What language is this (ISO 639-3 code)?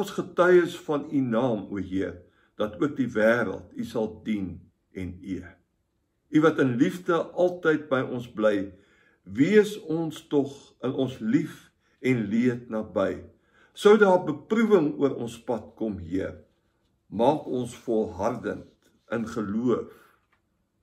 afr